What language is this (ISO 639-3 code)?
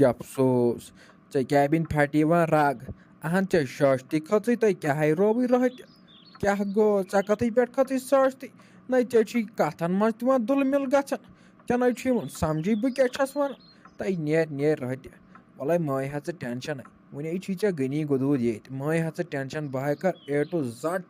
kas